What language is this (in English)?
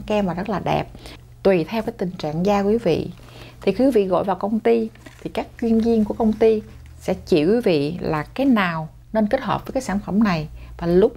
Vietnamese